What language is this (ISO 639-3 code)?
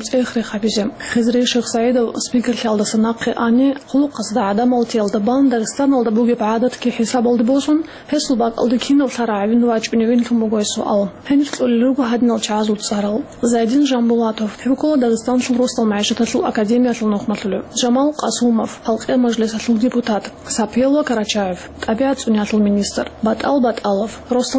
ava